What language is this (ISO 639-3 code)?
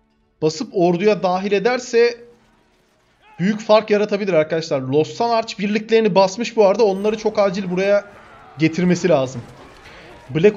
tur